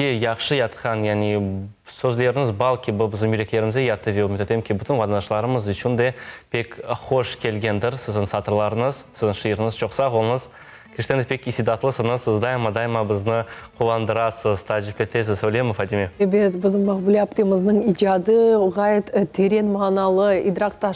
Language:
Crimean Tatar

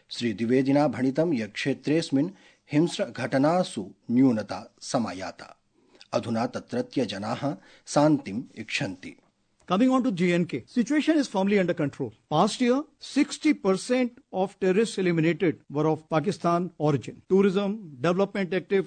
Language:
Sanskrit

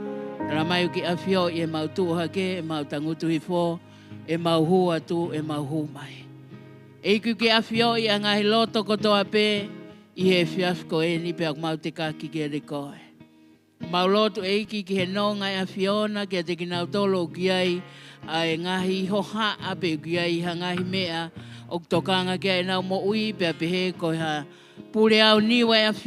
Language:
Tongan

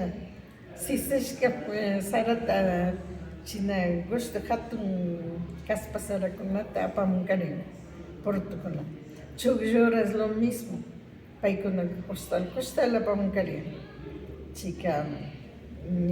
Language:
Imbabura Highland Quichua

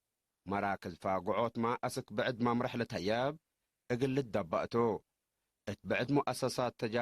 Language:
Tigre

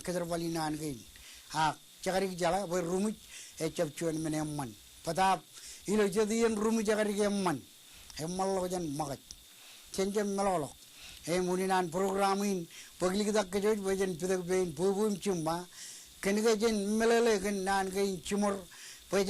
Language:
Marshallese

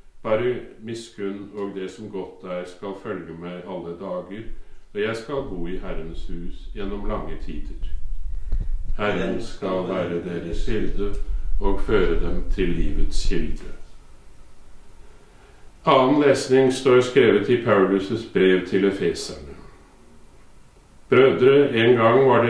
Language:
Norwegian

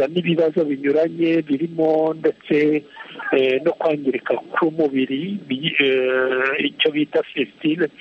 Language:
Kinyarwanda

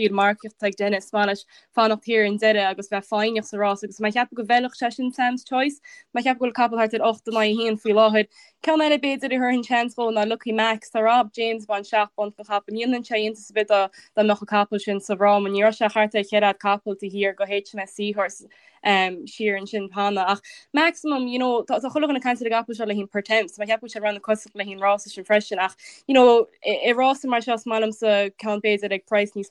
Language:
Irish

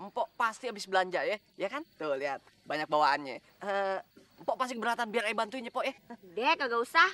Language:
Betawi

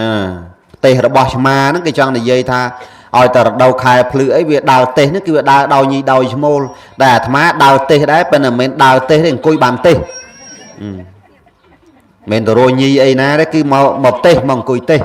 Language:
Khmer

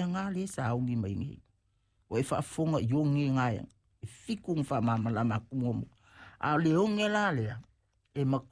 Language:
Samoan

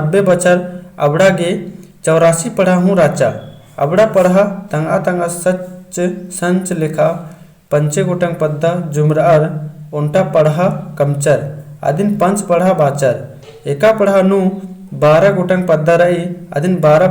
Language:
Kurukh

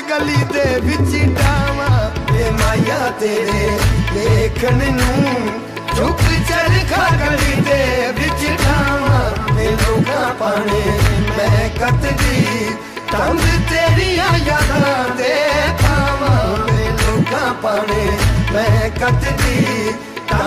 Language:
Punjabi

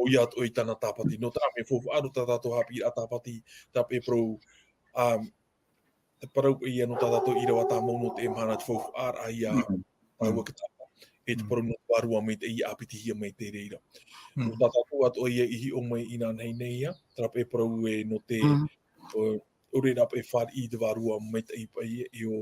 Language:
Tahitian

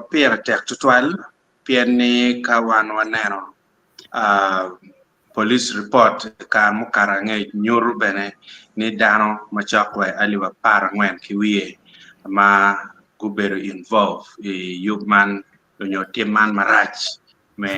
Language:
Acoli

